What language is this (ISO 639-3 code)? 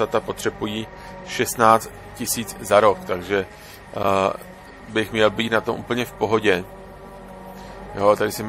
ces